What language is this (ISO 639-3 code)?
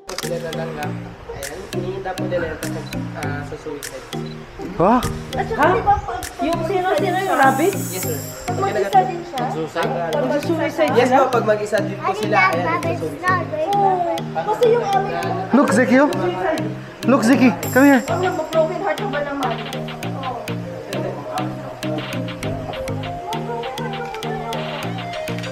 fil